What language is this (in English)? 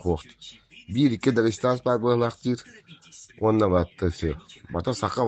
Yakut